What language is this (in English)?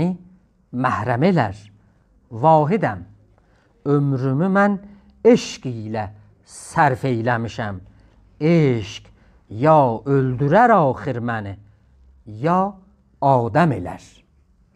South Azerbaijani